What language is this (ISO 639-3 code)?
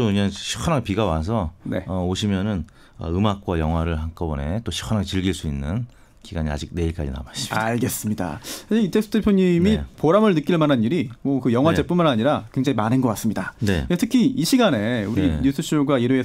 kor